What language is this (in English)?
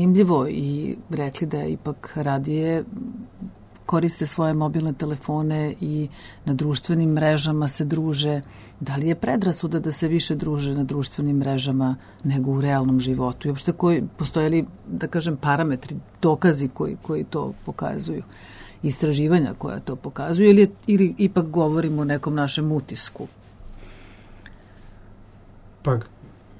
Serbian